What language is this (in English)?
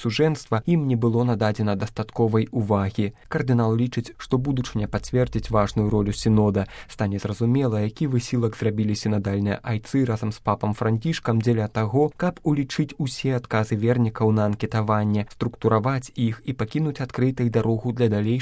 Belarusian